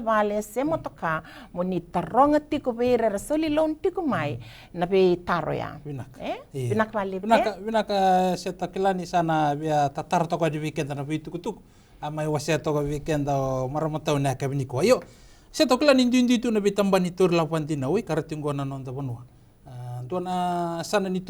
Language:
Fijian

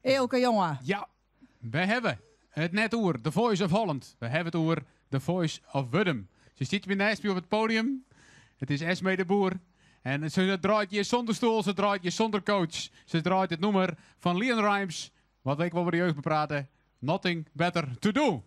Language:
Western Frisian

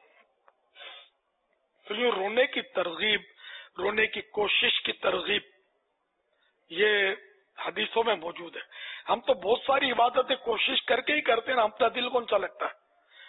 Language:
Urdu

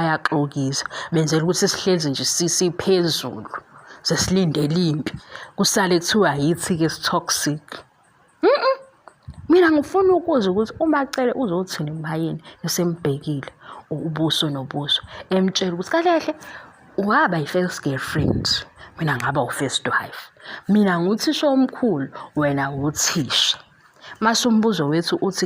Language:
Zulu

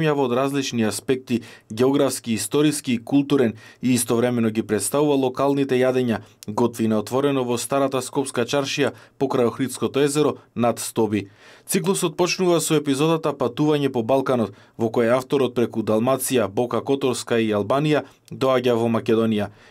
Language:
Macedonian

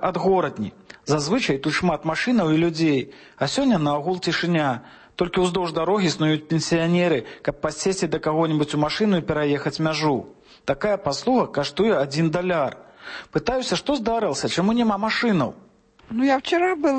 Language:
Belarusian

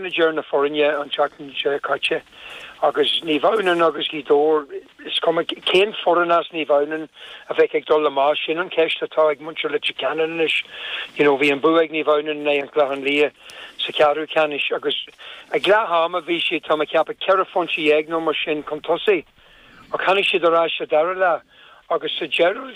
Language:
Irish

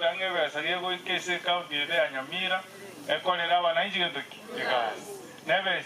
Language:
Gusii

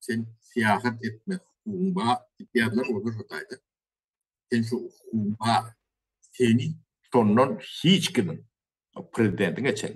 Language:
Turkmen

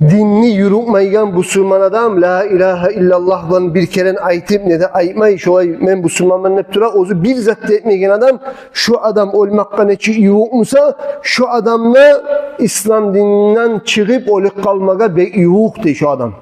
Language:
Kumyk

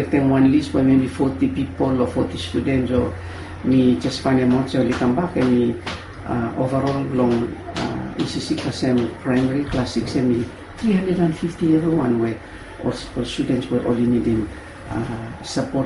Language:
Bislama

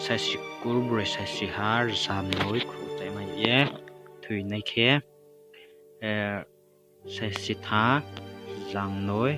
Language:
Riang (India)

